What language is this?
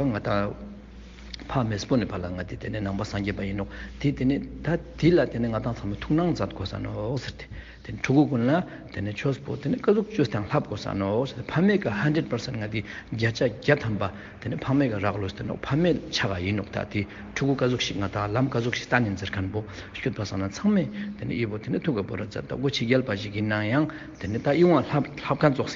Ladakhi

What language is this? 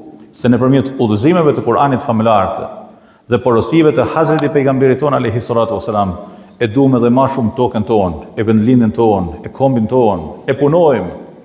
Albanian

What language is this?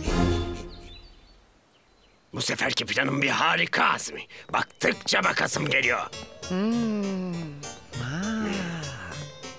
Turkish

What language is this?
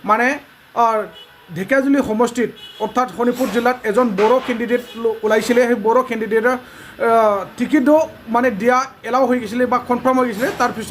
Bodo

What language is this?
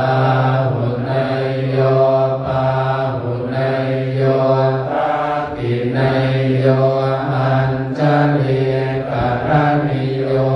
Pali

